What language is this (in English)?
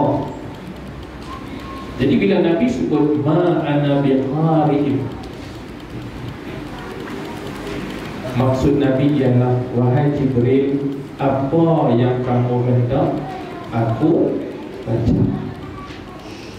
Malay